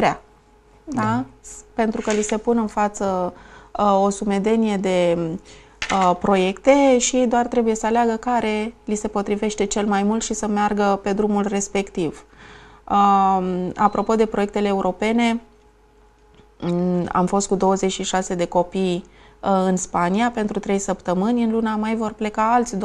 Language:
Romanian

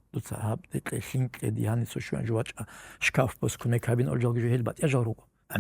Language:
Avaric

